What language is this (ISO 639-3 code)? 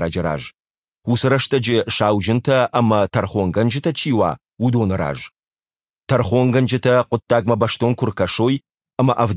oss